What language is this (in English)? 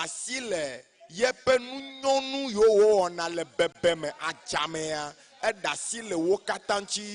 Ewe